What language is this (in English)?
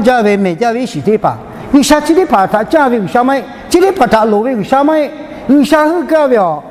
Lahu